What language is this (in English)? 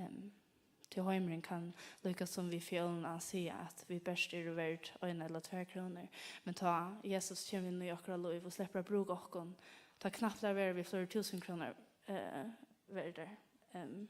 Faroese